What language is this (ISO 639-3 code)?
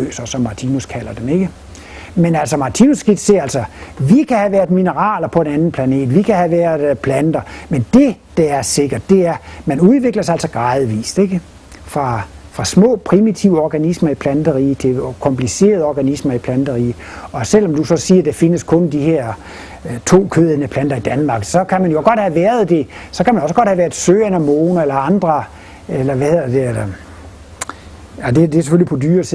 dan